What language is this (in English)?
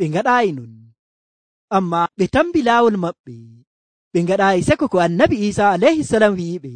Nigerian Fulfulde